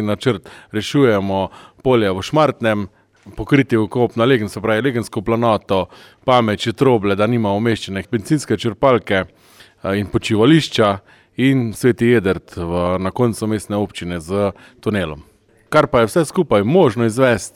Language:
Slovenian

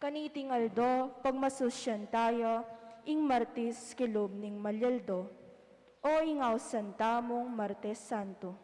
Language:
Pampanga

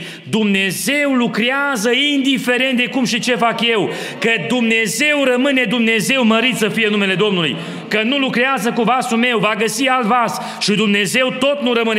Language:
Romanian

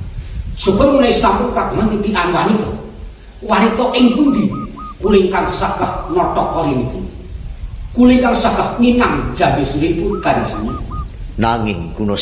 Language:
Javanese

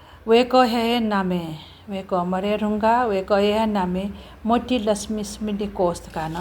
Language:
Newari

